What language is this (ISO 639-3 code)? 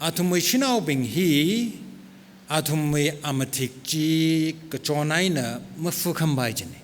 nmf